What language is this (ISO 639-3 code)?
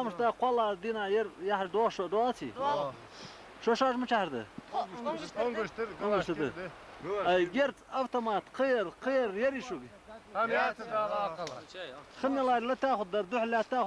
inh